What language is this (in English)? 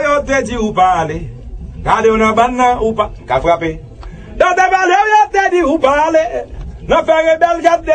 Haitian Creole